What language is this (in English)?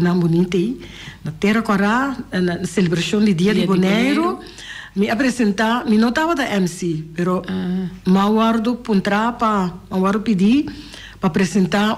Papiamento